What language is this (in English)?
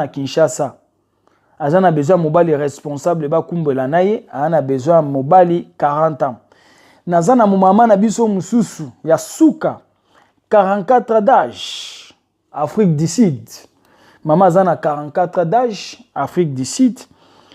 Lingala